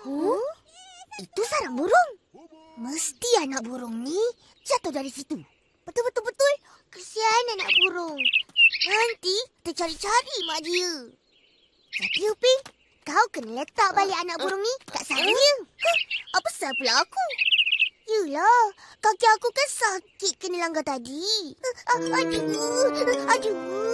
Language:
Malay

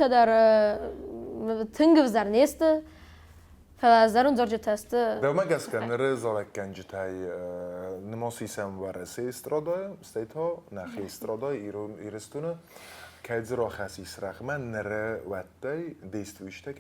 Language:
Ossetic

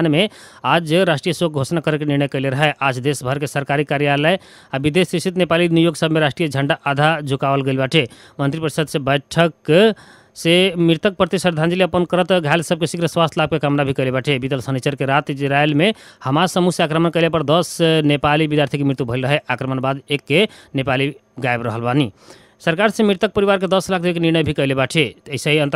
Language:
Bhojpuri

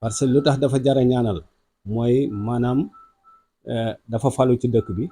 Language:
Wolof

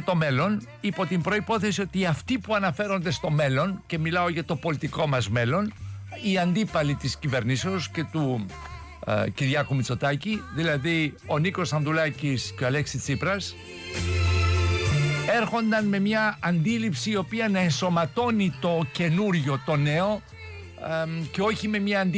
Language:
Greek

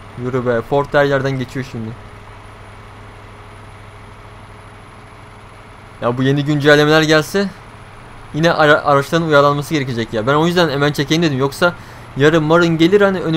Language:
Turkish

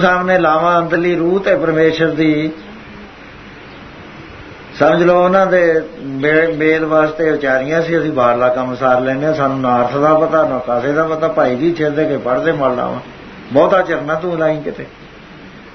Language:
Punjabi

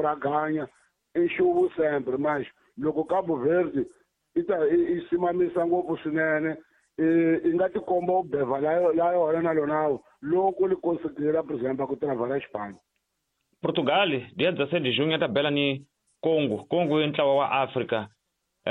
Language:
Tsonga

